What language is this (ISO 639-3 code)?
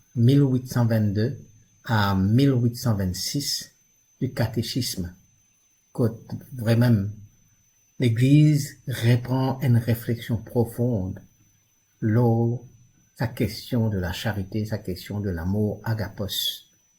mfe